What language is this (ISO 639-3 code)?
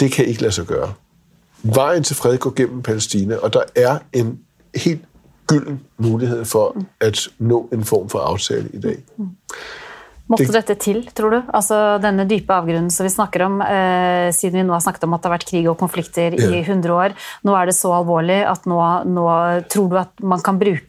dan